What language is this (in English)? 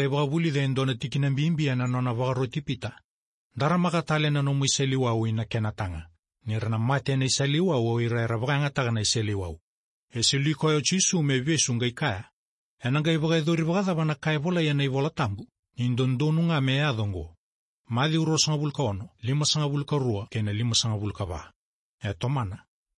Fijian